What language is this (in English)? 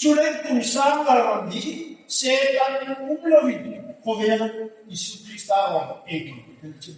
Hmar